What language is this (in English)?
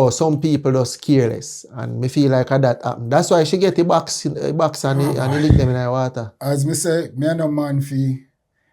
Jamaican Creole English